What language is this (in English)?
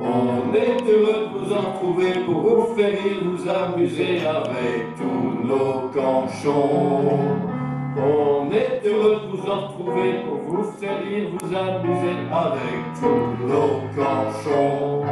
Picard